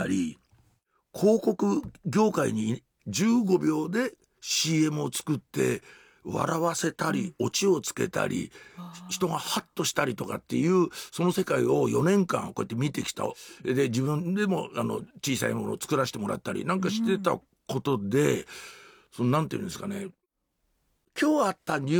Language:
Japanese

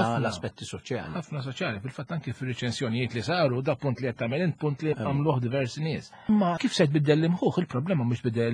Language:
Maltese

